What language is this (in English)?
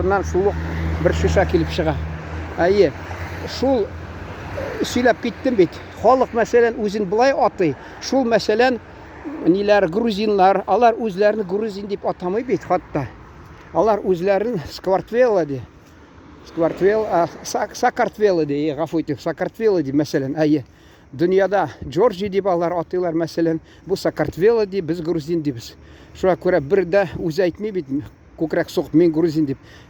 Tatar